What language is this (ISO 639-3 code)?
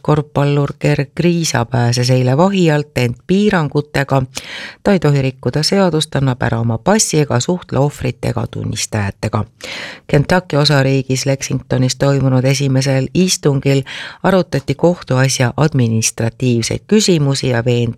est